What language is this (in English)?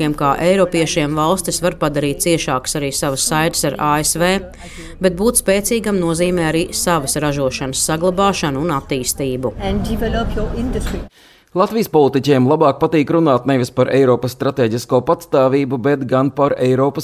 Latvian